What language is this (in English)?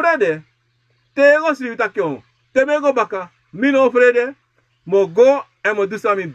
Sranan Tongo